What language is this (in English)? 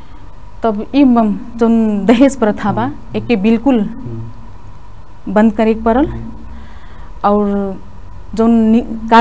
Bhojpuri